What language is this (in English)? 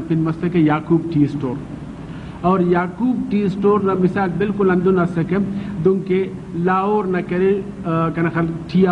Brahui